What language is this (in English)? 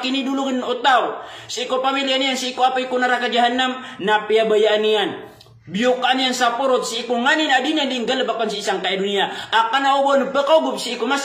Maranao